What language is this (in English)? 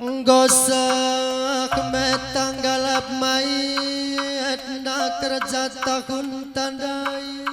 Batak Karo